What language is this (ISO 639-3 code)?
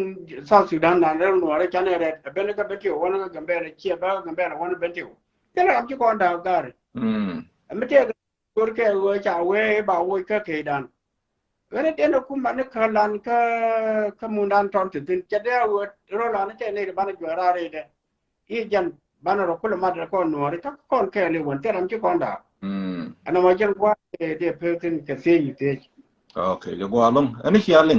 nus